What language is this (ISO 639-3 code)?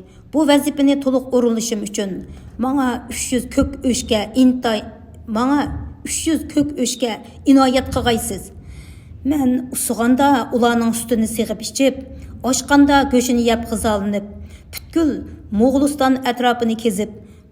uig